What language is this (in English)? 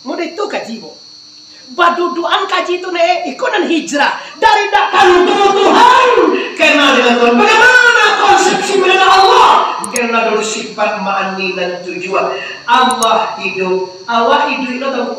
Minangkabau